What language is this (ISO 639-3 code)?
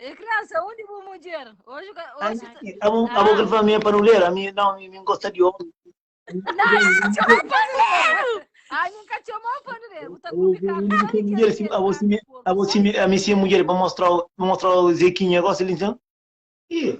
kea